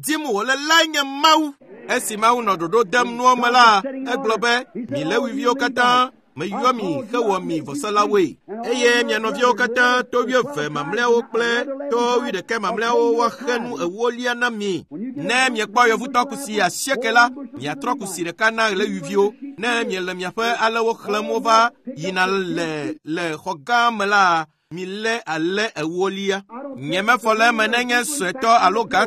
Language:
Ewe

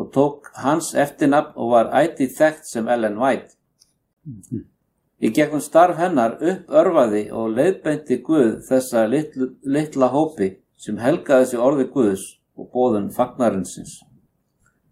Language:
Icelandic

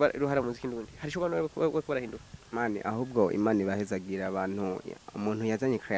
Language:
Rundi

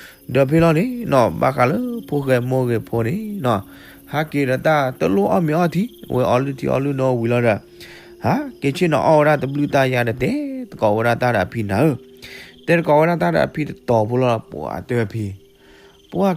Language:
S'gaw Karen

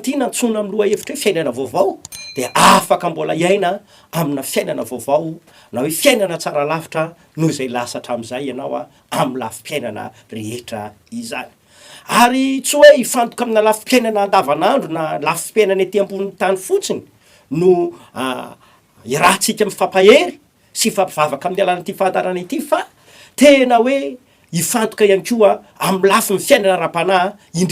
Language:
Malagasy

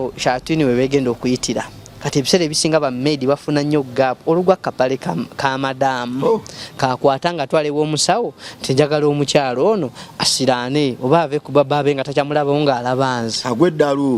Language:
Ganda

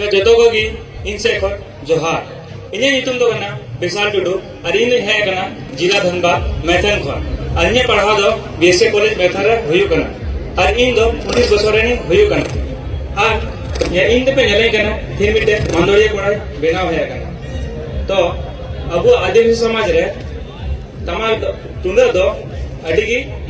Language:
Santali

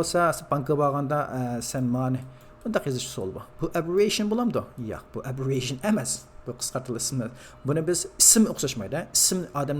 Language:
Uyghur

